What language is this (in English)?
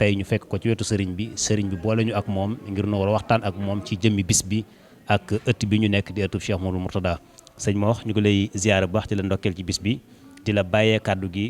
Wolof